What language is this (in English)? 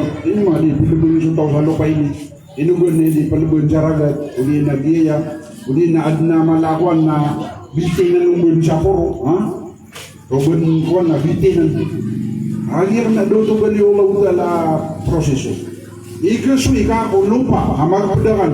Maranao